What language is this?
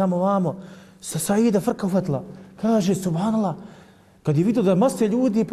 Bosnian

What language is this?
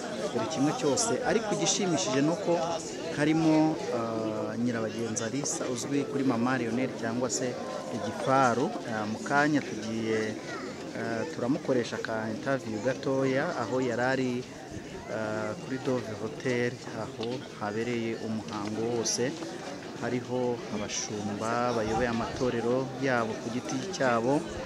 Kinyarwanda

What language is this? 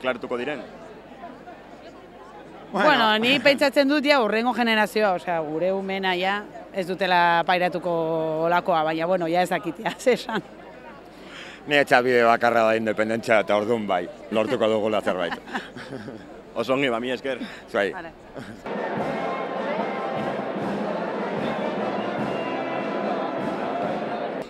Basque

